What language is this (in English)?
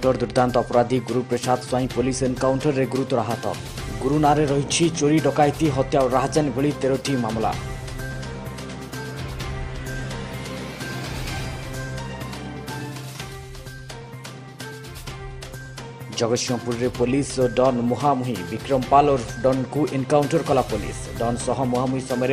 Odia